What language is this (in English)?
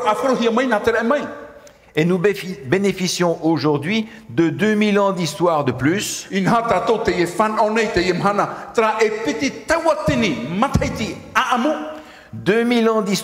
Tahitian